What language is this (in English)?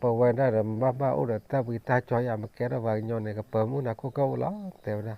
S'gaw Karen